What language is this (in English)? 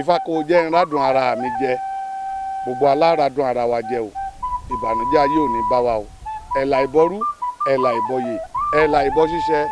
Yoruba